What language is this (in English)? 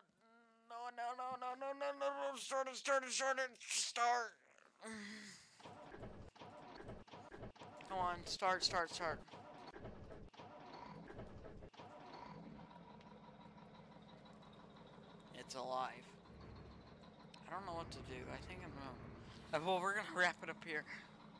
English